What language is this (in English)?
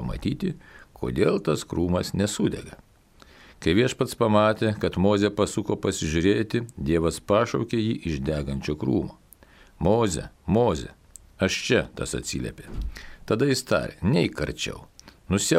Lithuanian